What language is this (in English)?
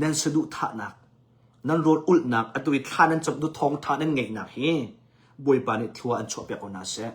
Hakha Chin